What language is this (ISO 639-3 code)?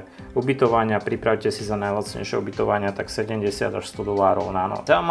slk